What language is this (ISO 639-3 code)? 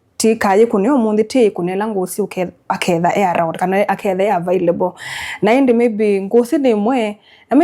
kam